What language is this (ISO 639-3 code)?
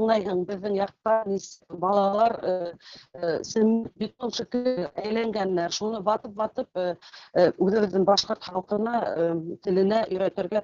bak